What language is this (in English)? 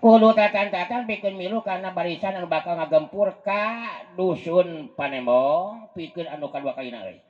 Sundanese